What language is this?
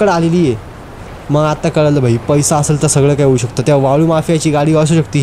Marathi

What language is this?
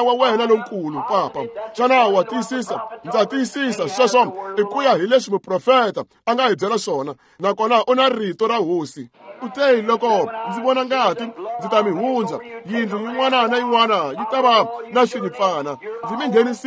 Tsonga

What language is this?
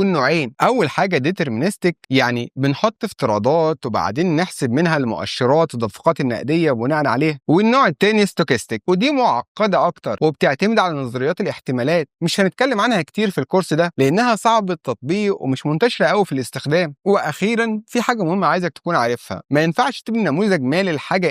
Egyptian Arabic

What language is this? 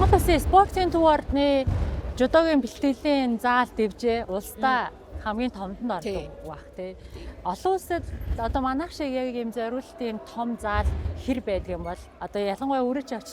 Mongolian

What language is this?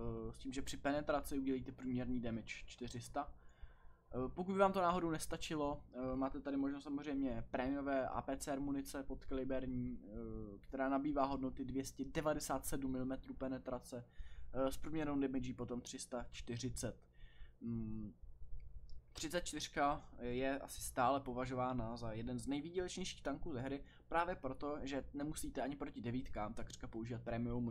Czech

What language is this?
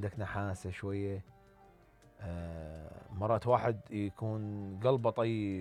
Mesopotamian Arabic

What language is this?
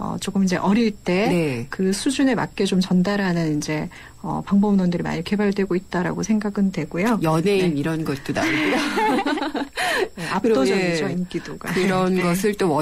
Korean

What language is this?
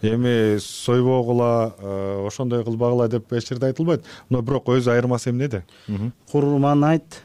Kyrgyz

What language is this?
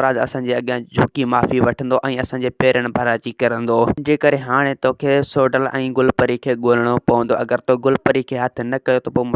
Sindhi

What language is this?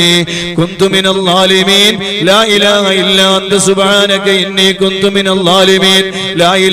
Malayalam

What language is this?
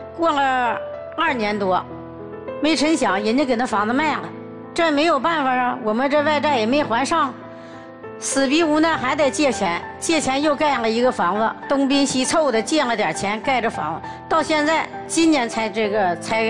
Chinese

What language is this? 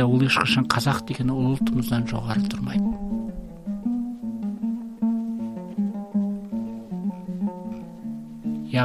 Kazakh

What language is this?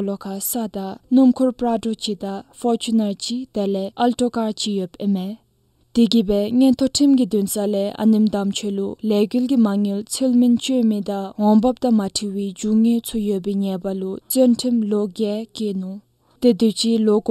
Dzongkha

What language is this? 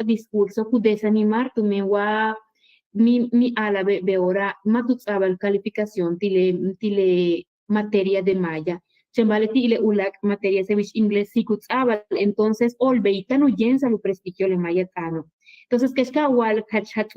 Yucateco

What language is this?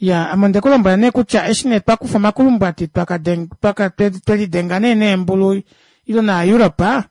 Kuanyama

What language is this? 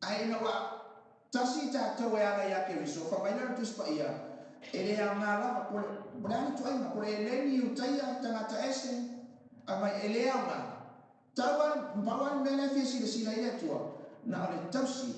Samoan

